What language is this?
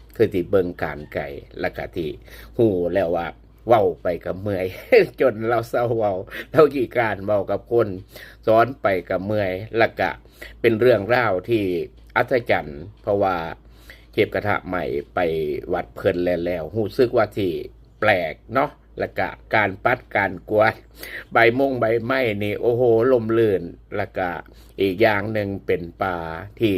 Lao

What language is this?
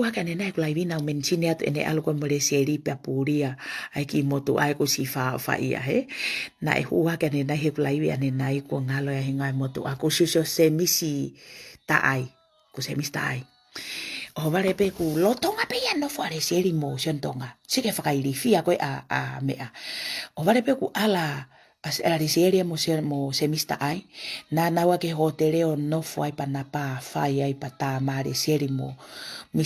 Tongan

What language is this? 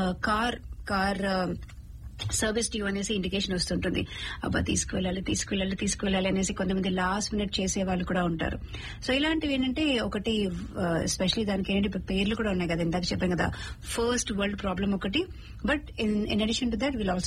Telugu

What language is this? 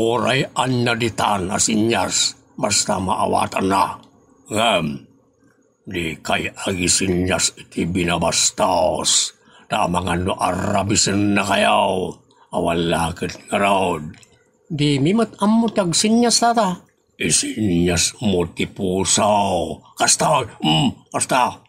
Iloko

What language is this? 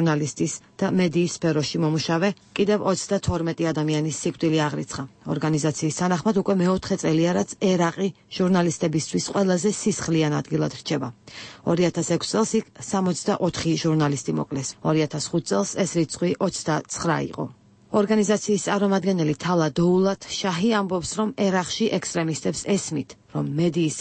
Georgian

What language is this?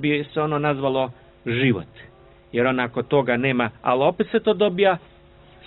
Serbian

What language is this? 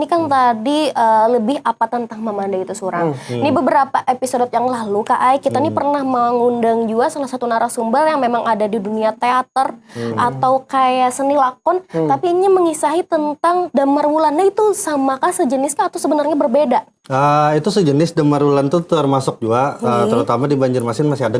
Banjar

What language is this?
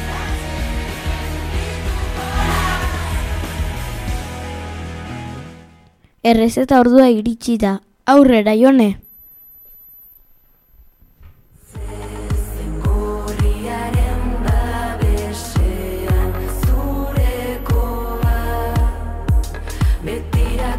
Basque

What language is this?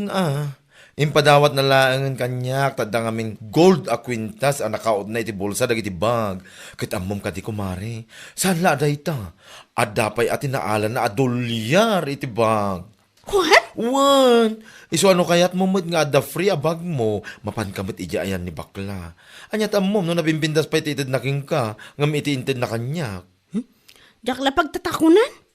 Iloko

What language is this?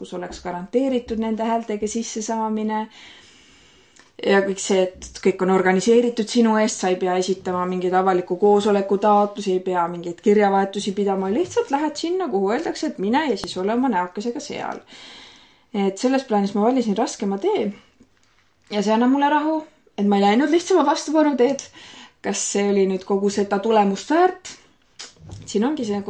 Estonian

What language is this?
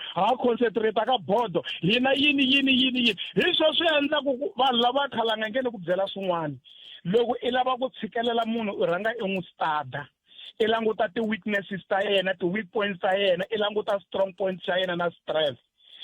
Tsonga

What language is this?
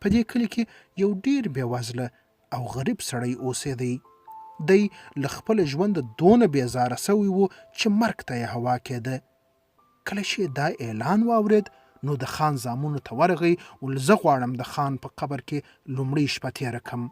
Pashto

